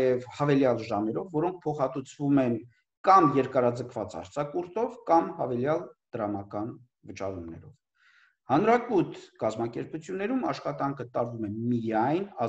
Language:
Armenian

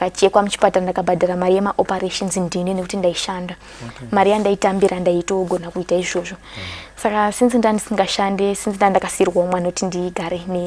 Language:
Shona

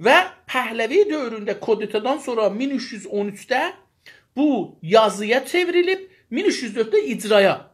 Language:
South Azerbaijani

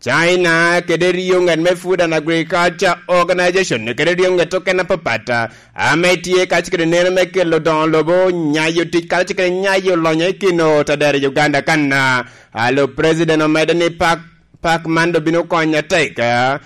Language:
Lango (Uganda)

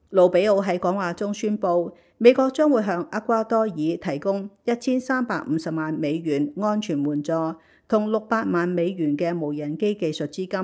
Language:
Cantonese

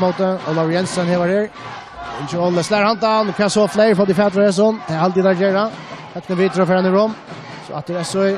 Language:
Faroese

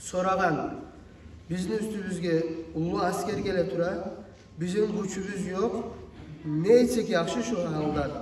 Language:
Kumyk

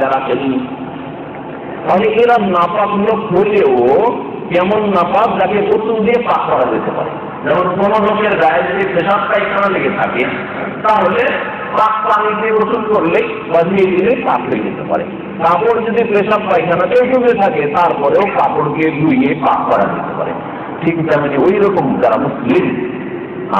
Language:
Bangla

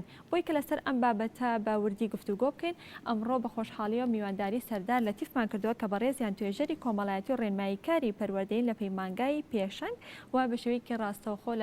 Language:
Central Kurdish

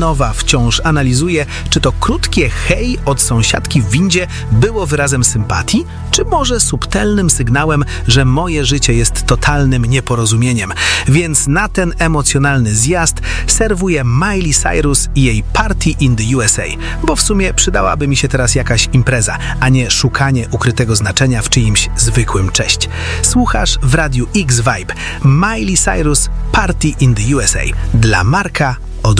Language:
Polish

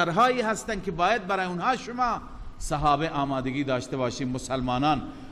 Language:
Persian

